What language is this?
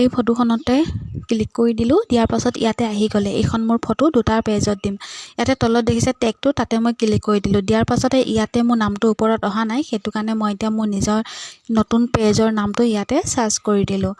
Assamese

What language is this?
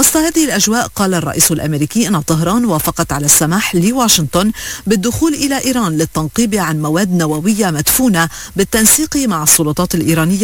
Arabic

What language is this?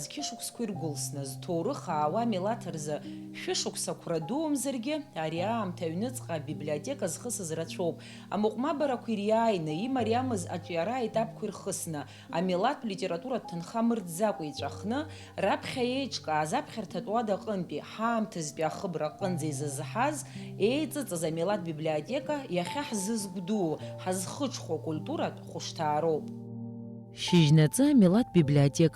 Abkhazian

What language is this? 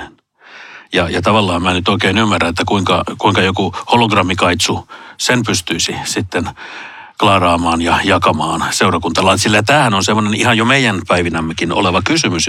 Finnish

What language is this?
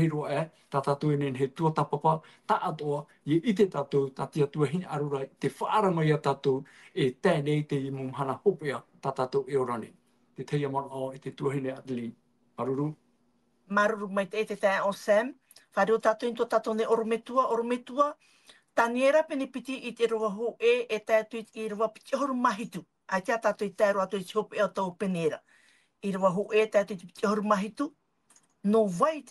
Tahitian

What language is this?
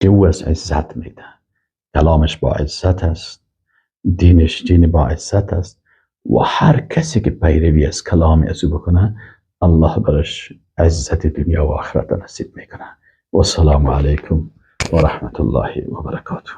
Persian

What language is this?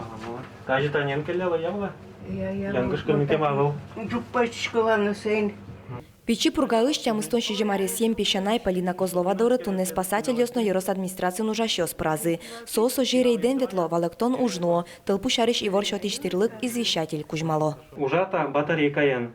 Udmurt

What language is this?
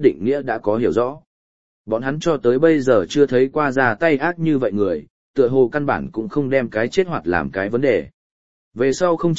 Vietnamese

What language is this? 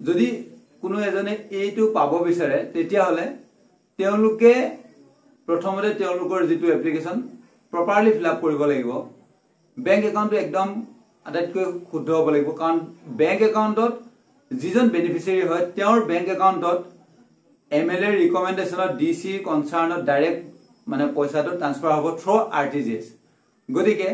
Assamese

